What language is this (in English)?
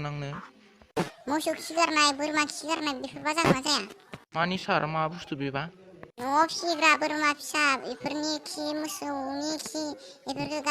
Bodo